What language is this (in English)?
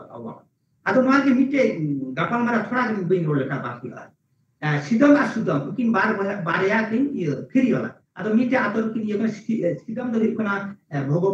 Santali